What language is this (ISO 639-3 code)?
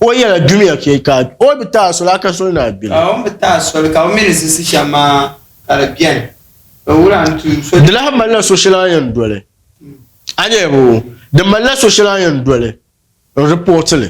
dag